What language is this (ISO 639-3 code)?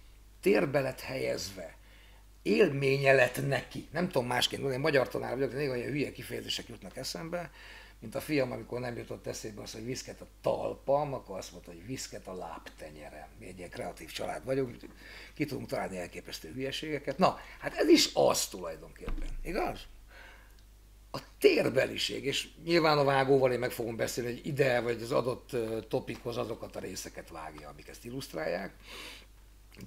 hun